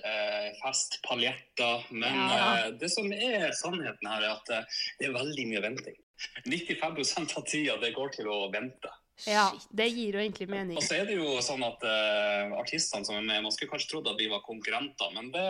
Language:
Norwegian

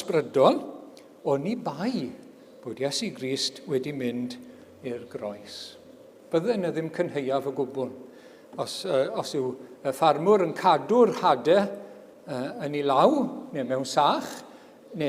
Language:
Welsh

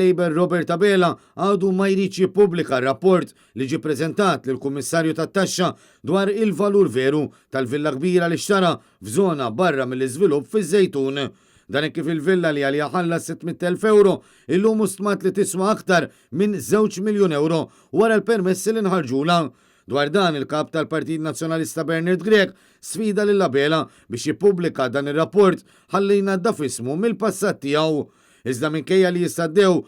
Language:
Maltese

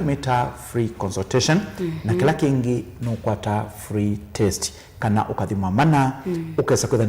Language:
Kamba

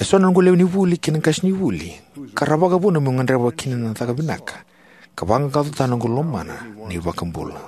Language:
Fijian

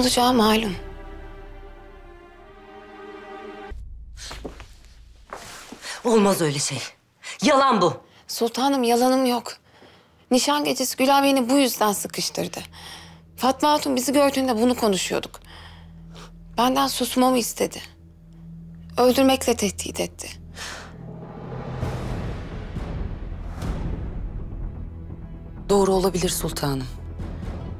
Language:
Turkish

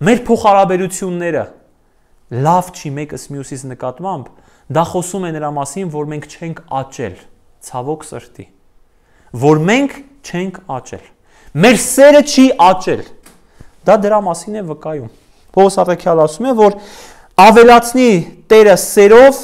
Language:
Armenian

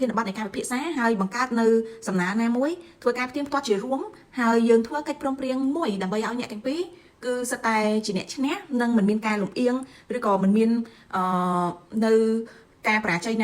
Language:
Khmer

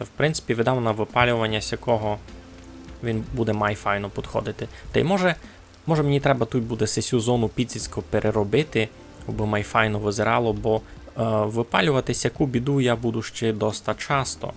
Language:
Rusyn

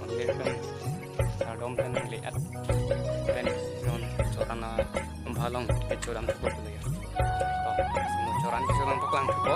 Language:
Karbi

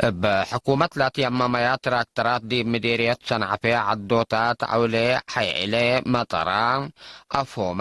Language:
Tigre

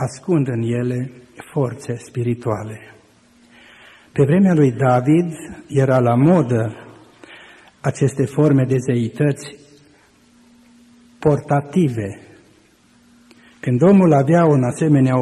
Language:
Romanian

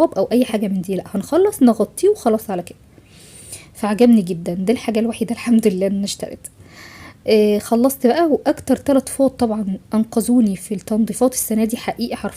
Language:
Egyptian Arabic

